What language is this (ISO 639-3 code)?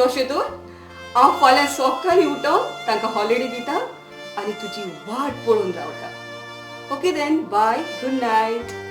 kok